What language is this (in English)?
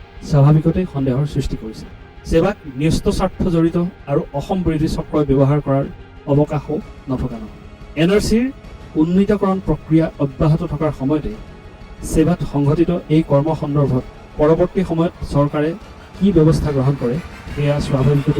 Assamese